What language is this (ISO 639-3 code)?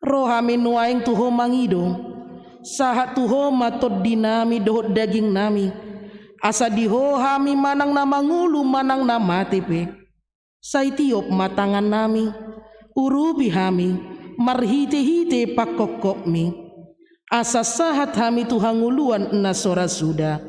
bbc